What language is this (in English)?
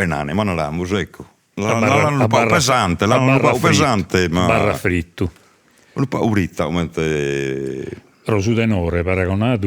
Sardinian